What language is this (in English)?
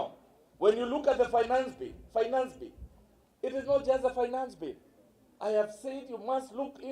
Kamba